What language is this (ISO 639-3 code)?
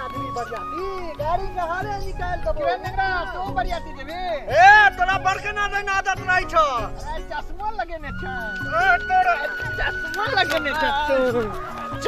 mai